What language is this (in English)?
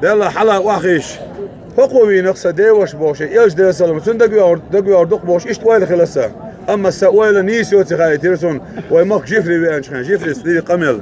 Chechen